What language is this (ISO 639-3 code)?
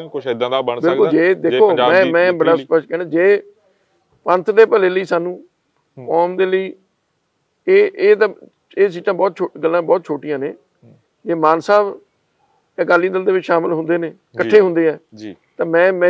pan